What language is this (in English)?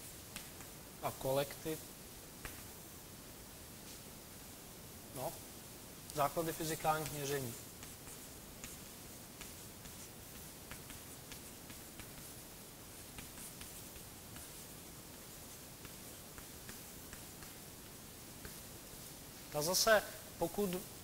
Czech